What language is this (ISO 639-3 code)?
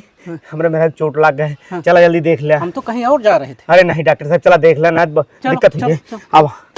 awa